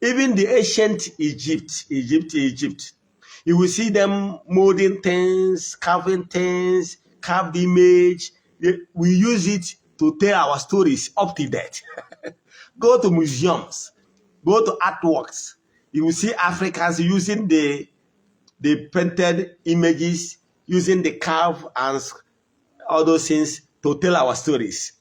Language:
Igbo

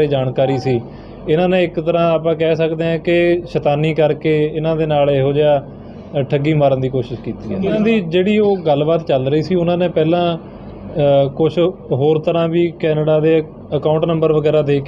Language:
Punjabi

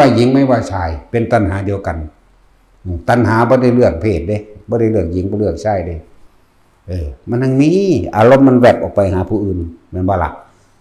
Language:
Northeastern Thai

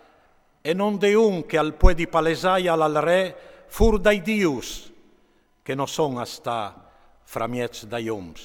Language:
Friulian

